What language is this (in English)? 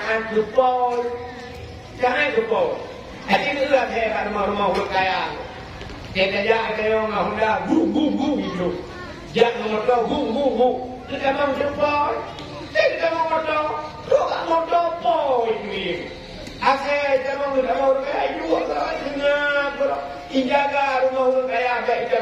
Achinese